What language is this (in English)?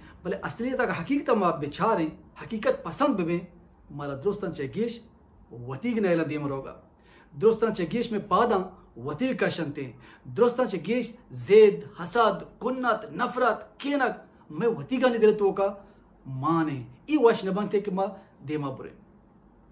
Baluchi